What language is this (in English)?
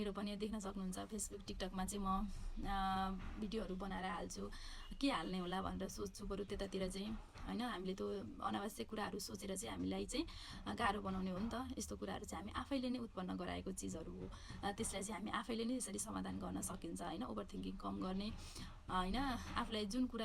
Nepali